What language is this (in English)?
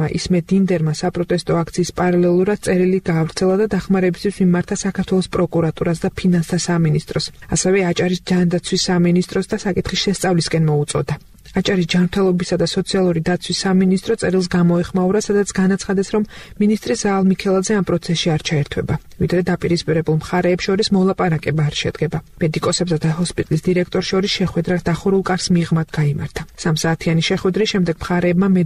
Georgian